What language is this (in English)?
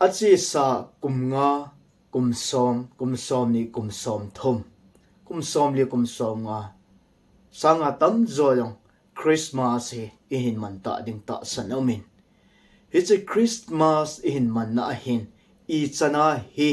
Thado Chin